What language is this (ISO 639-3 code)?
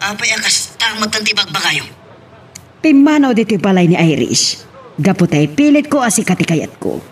ilo